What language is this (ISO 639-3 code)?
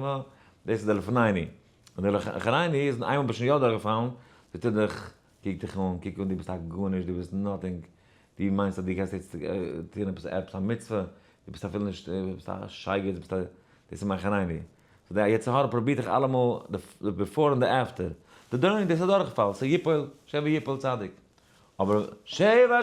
yid